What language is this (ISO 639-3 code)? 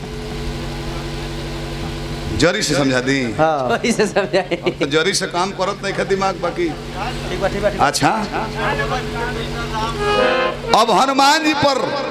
bho